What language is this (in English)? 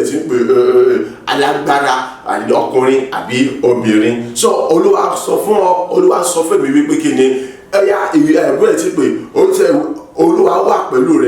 Yoruba